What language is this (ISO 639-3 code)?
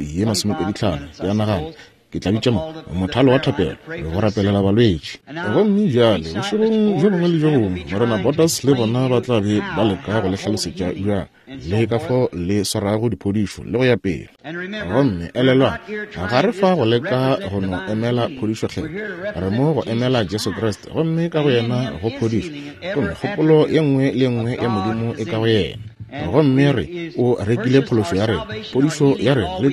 nso